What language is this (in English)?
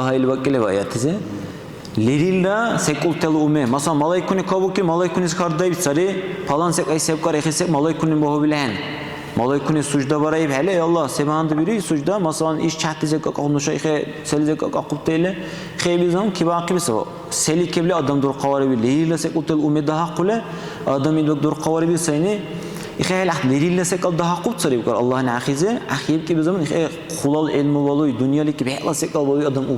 Dargwa